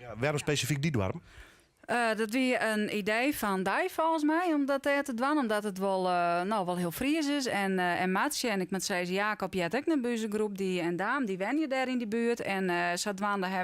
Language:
Western Frisian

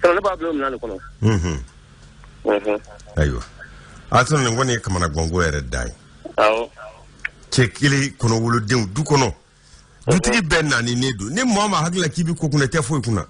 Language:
Bambara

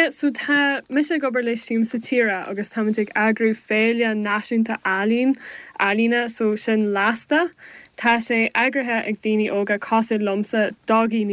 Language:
Irish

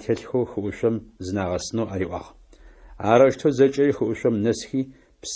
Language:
Adyghe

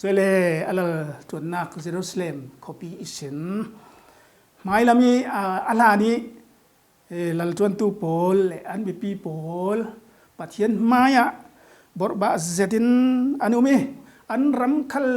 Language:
Falam Chin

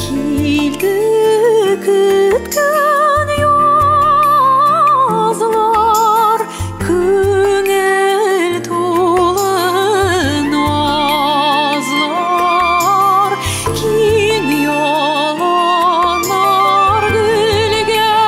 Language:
Bashkir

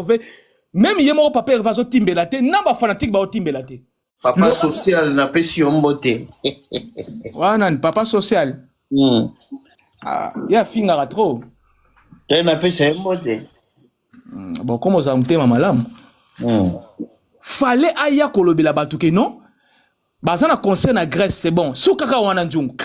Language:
Lingala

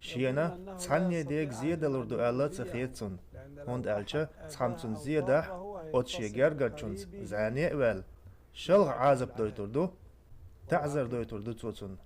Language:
Chechen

